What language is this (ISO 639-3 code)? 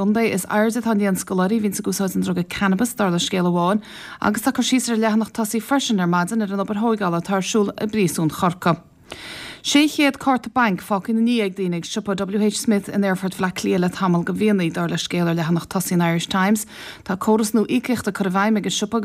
gle